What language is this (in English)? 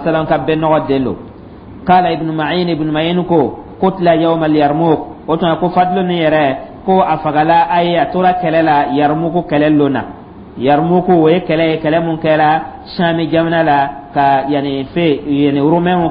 Dyula